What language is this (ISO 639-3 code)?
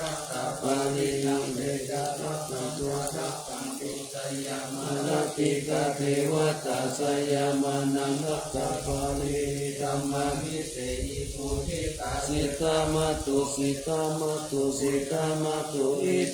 pli